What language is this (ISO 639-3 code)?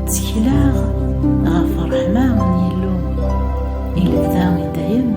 kab